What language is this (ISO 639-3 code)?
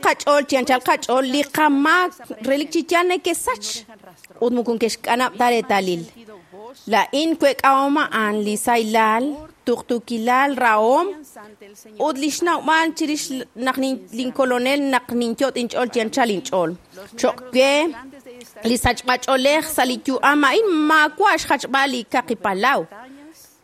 kek